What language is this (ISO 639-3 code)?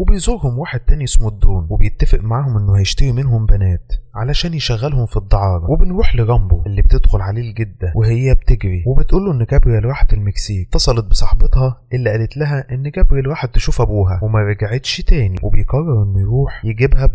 arz